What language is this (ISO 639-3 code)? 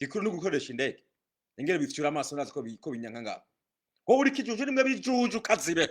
run